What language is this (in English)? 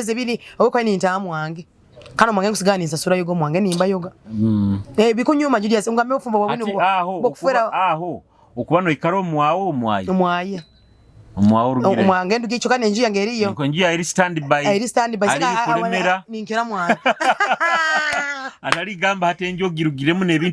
Nyoro